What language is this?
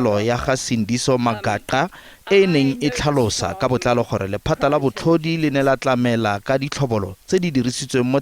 Tswana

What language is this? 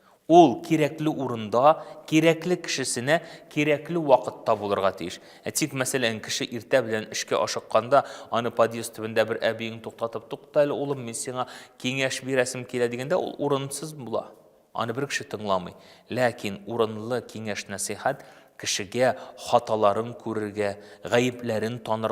Tatar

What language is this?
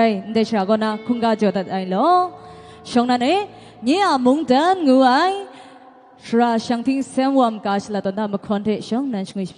Kachin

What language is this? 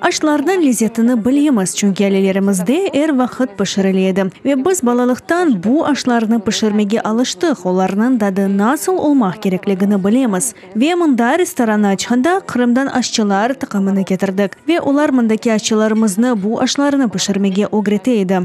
Crimean Tatar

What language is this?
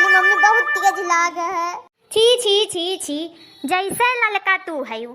Awadhi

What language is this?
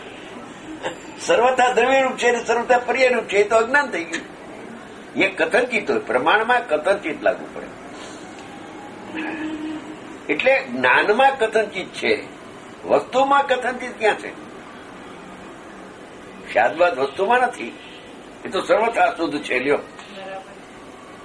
Gujarati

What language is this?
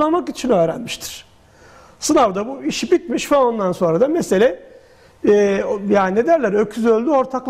Turkish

